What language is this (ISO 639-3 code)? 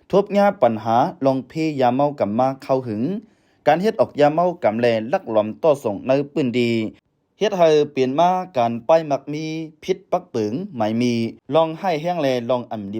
shn